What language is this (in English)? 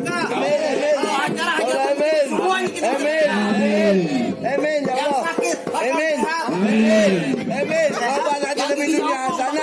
Betawi